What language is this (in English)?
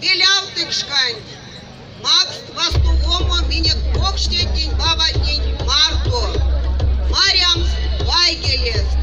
Erzya